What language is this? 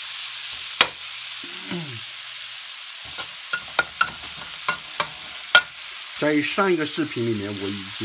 Chinese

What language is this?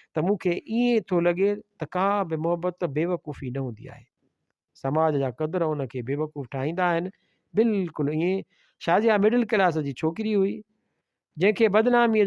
Sindhi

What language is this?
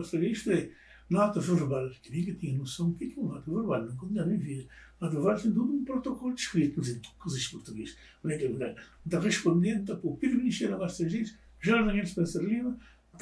Kabuverdianu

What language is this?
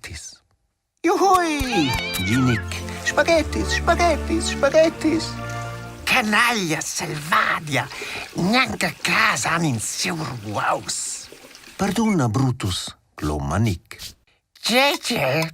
Romansh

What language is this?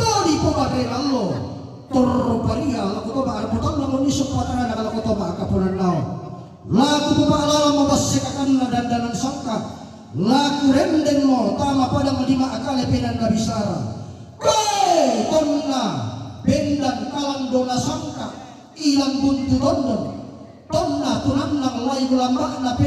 Toraja-Sa'dan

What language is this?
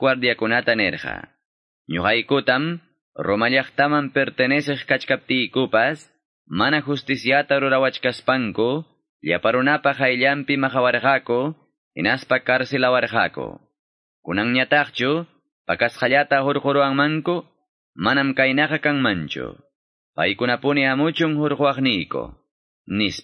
Quechua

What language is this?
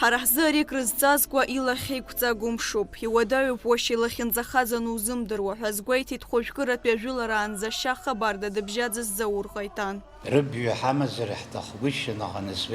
Abkhazian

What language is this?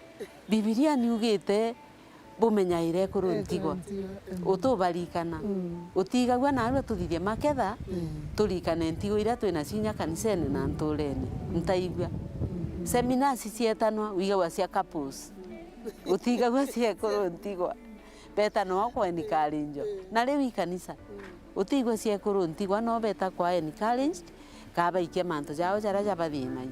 Meru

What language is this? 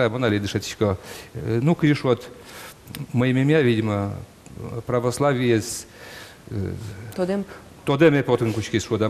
Udmurt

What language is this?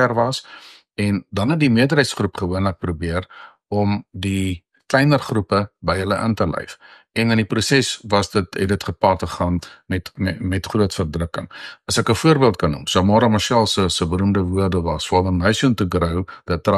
Afrikaans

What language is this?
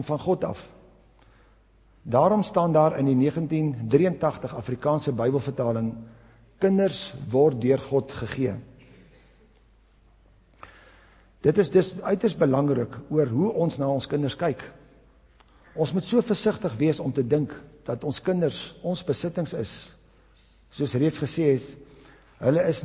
Afrikaans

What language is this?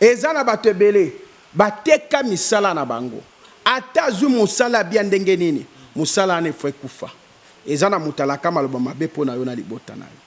Lingala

